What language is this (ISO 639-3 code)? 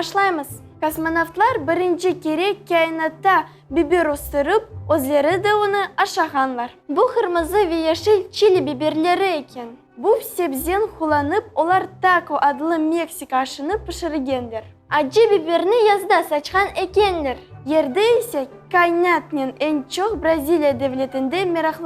crh